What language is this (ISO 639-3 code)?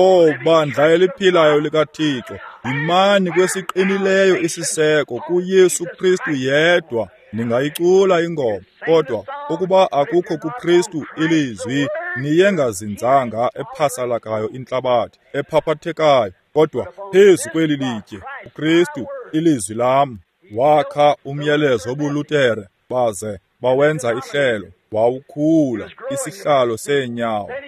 xho